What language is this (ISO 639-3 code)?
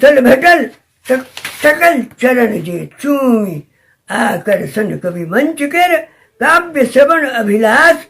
mai